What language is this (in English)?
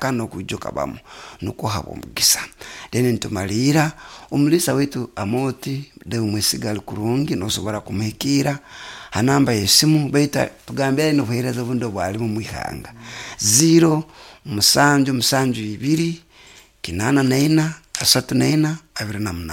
Nyoro